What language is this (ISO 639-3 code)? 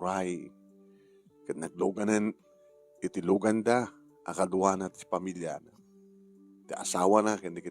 ilo